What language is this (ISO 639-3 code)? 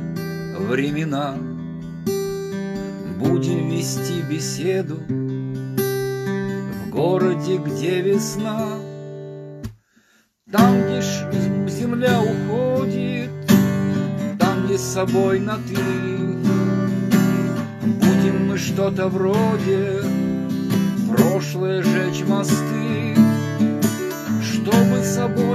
rus